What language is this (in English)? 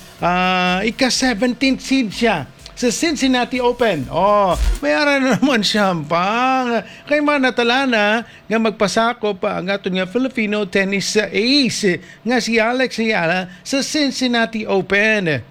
Hiligaynon